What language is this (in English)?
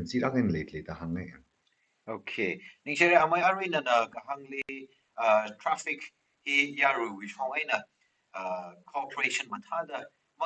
Tangkhul Naga (India)